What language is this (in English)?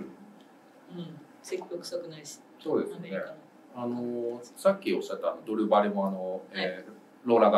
Japanese